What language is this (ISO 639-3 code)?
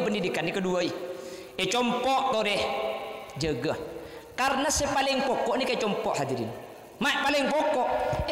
mad